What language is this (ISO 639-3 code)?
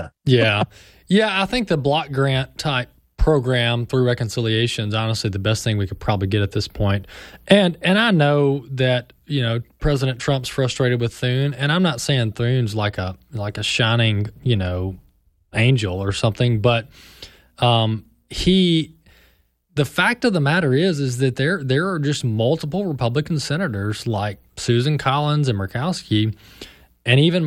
eng